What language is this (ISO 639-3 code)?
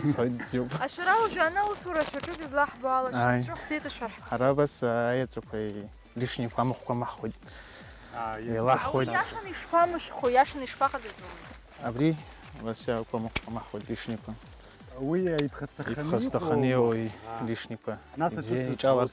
abk